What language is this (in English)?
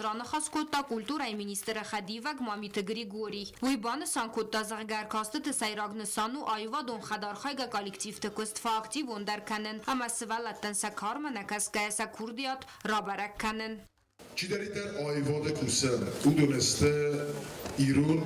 Ossetic